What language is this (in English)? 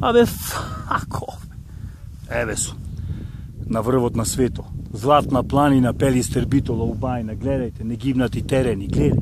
Macedonian